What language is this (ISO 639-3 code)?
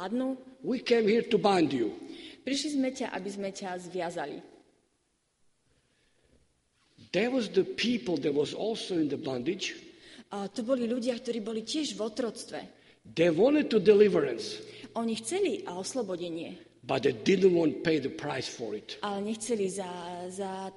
slk